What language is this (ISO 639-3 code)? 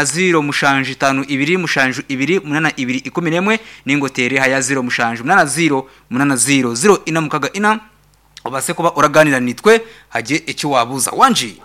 nyn